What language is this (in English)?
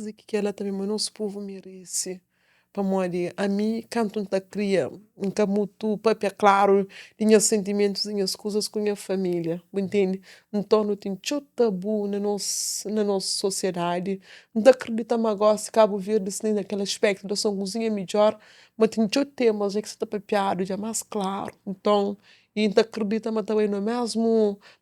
Kabuverdianu